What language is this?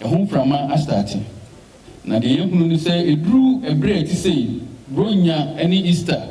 Akan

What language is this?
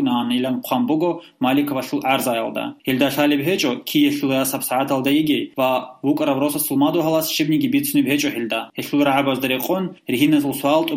Avaric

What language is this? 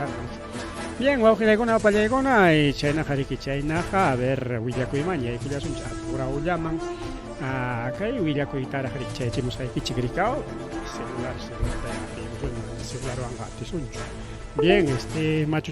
Ayacucho Quechua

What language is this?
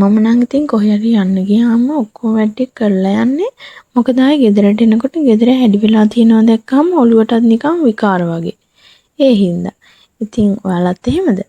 Sinhala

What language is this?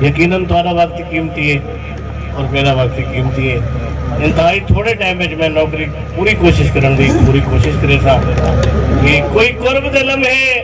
Saraiki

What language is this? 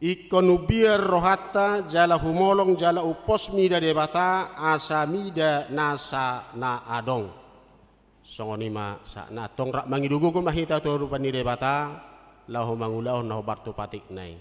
Batak Toba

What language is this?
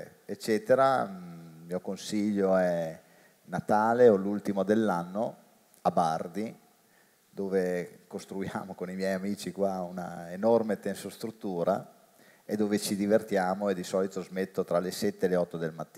Italian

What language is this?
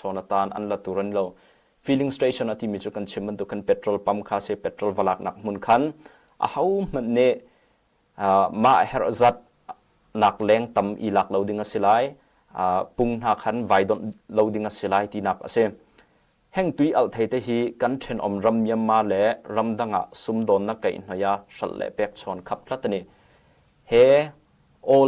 Hakha Chin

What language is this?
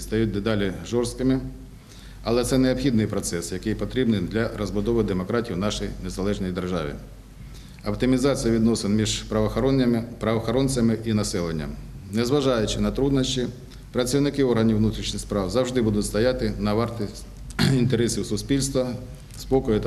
Ukrainian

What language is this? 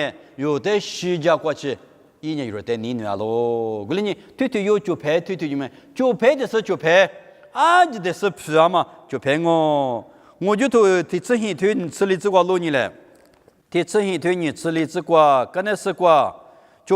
Lisu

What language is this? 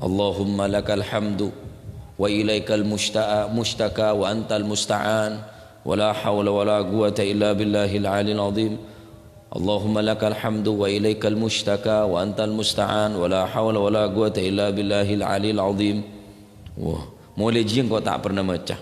Madurese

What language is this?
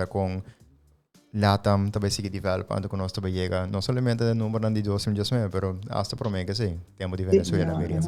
Papiamento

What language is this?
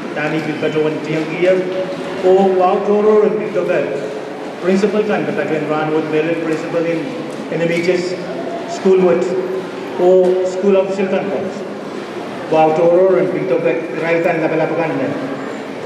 Pohnpeian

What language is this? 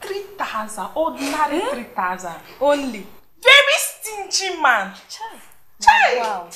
Nigerian Pidgin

